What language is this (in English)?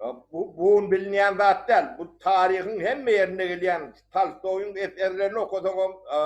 Turkmen